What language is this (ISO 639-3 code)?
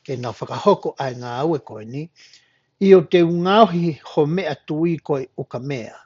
ton